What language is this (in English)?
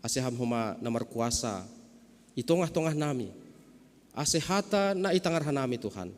Batak Simalungun